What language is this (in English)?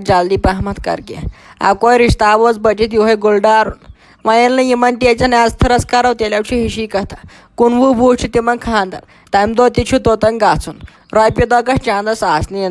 Kashmiri